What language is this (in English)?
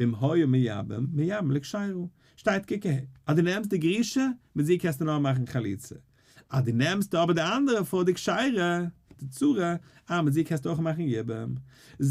Yiddish